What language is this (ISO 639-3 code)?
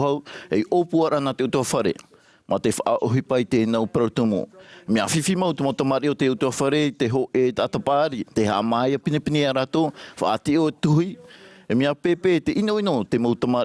tah